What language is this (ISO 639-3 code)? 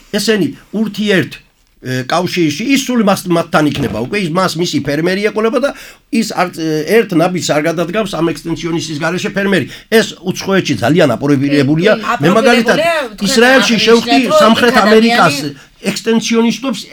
kat